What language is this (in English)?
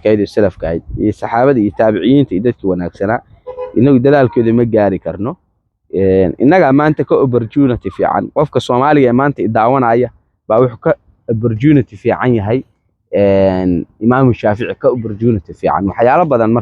Somali